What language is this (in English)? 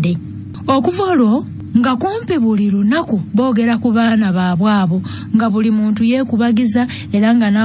Ganda